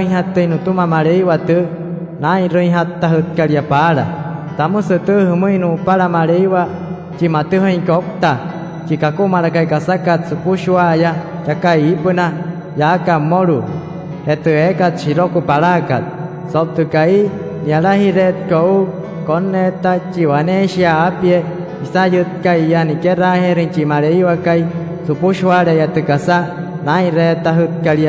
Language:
Wayuu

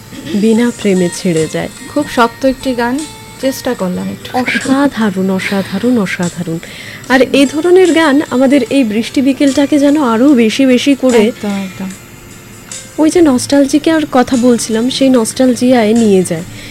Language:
Bangla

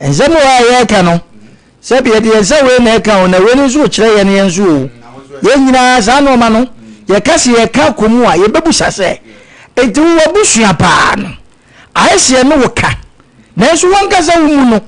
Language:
Akan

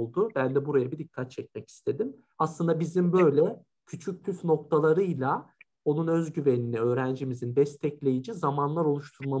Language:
Turkish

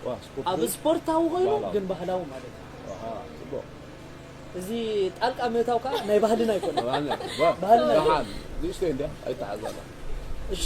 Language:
Tigrinya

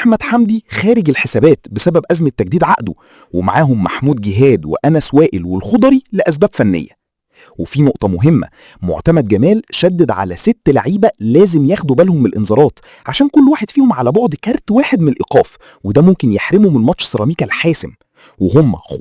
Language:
Egyptian Arabic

